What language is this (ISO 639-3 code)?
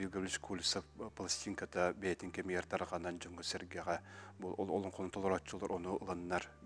sah